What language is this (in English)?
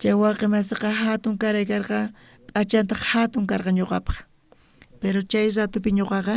South Bolivian Quechua